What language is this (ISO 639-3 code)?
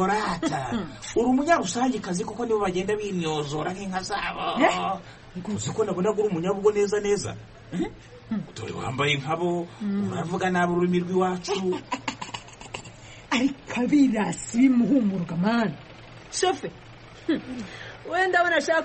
kin